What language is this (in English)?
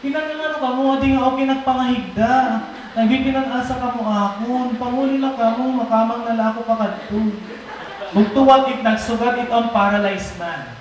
Waray